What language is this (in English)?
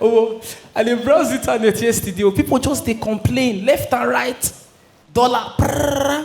Nigerian Pidgin